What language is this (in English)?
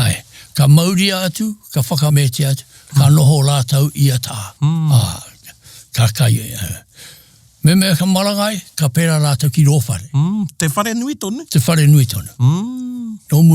Māori